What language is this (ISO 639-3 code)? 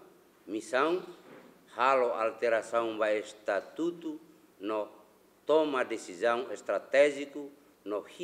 tet